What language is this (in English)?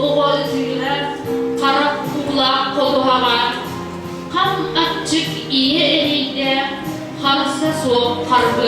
Yakut